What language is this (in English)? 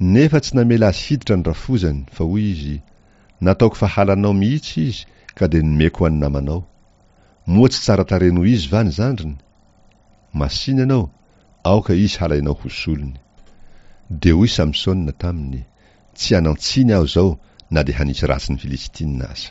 Malagasy